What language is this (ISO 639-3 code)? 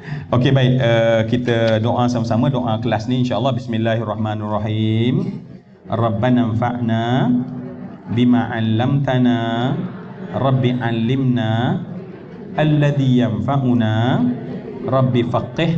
msa